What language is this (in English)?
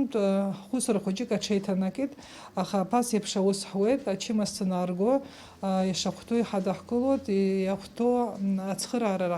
Abkhazian